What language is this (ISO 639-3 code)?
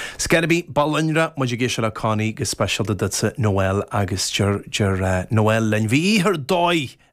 gle